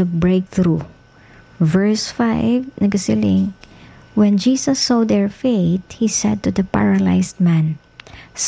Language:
Hiligaynon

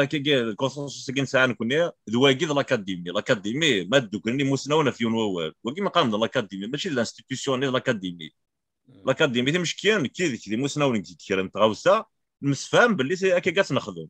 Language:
Kabyle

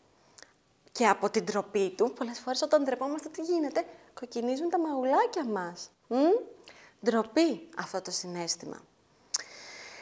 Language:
Greek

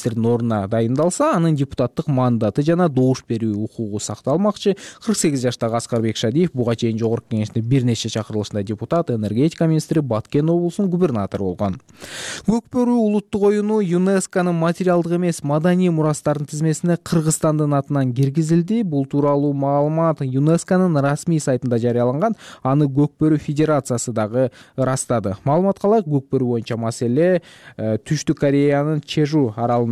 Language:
Kyrgyz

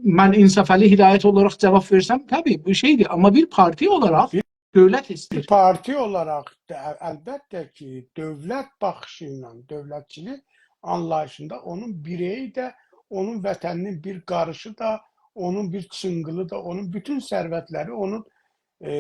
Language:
South Azerbaijani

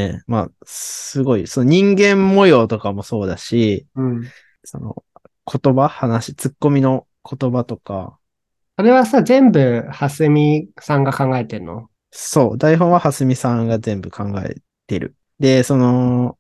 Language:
Japanese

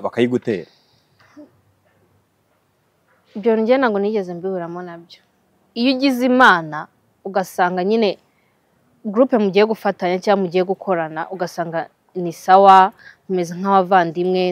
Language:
Kinyarwanda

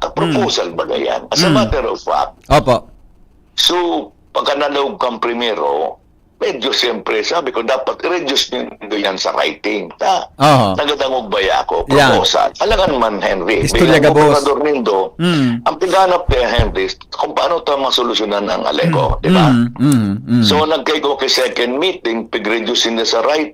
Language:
Bikol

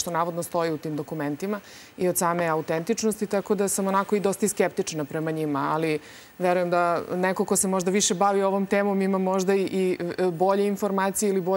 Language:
Serbian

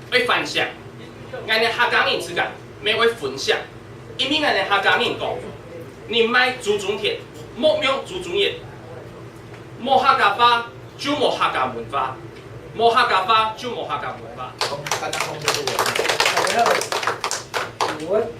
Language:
Min Nan Chinese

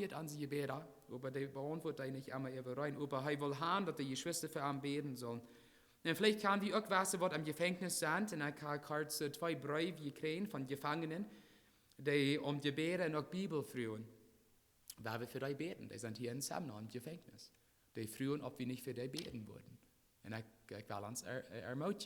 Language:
Plautdietsch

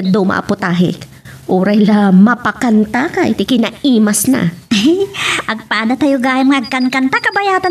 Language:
Iloko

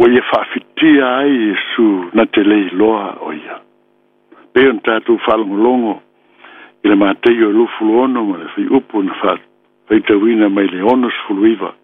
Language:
Samoan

